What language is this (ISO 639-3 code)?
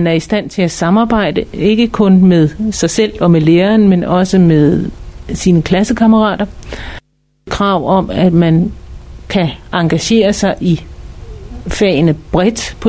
dan